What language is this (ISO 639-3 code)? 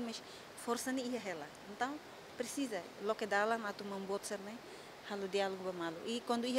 tet